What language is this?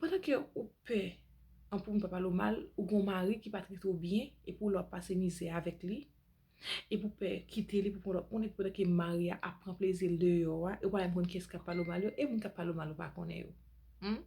Haitian Creole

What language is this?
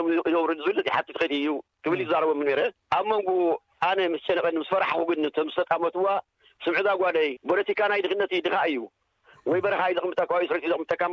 Tigrinya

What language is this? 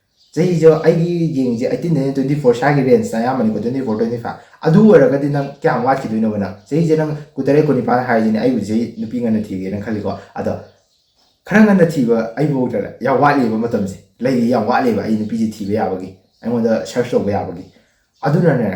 Manipuri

